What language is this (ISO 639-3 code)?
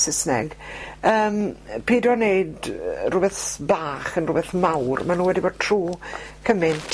cym